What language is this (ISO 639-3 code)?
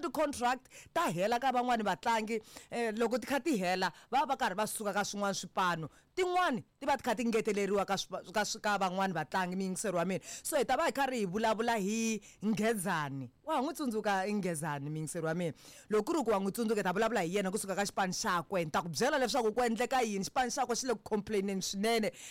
tso